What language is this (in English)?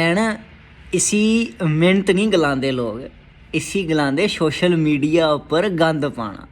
Dogri